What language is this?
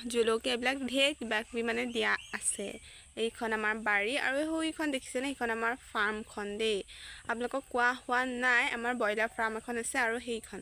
Assamese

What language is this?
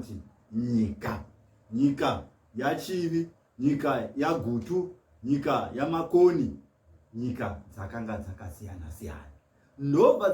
Shona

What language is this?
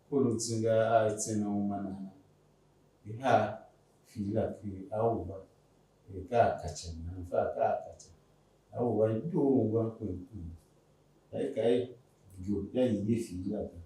Tiv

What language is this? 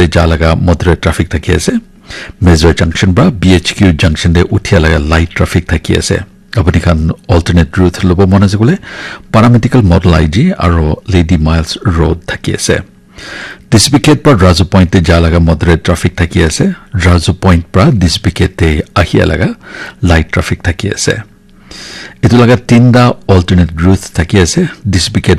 Naga Pidgin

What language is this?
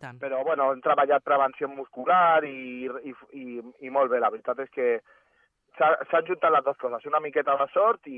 Catalan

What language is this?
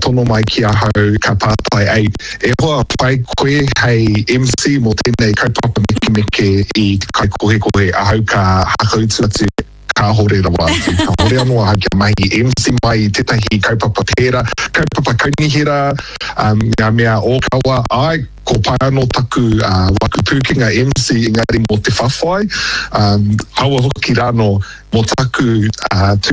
Māori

